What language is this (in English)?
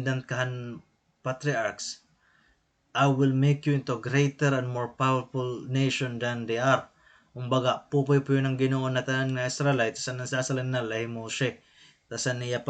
Waray